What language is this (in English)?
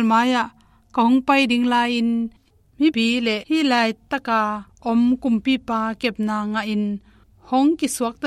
Tedim Chin